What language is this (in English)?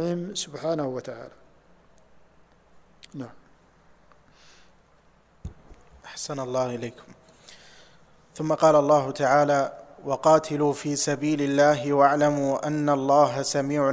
Arabic